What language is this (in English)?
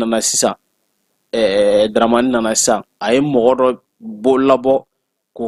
Bambara